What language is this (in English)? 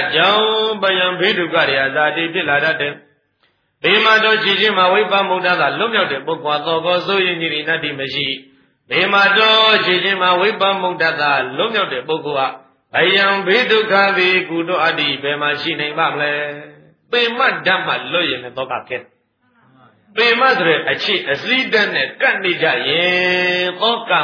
Burmese